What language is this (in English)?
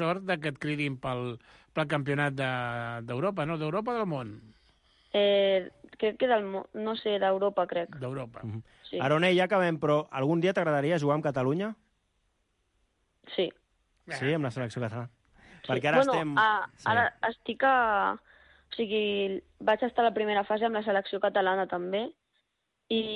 Catalan